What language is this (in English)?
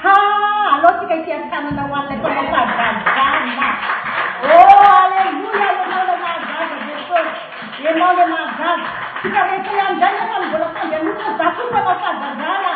Malagasy